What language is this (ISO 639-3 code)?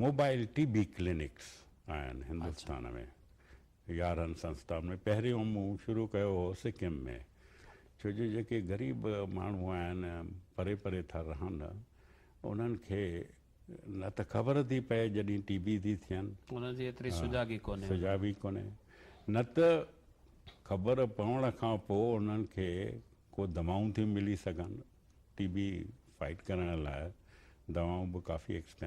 snd